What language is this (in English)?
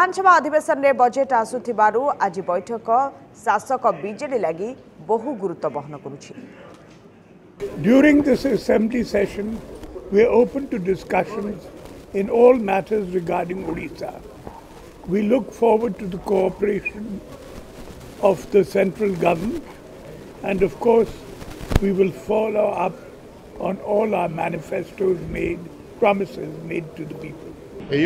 Odia